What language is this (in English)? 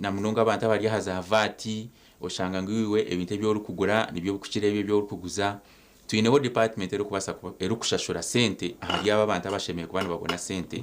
Nyankole